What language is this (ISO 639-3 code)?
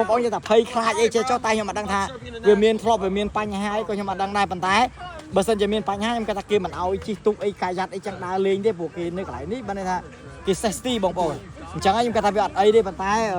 khm